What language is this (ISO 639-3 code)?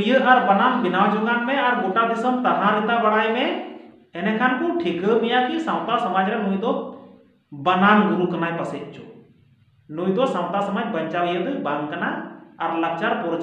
sat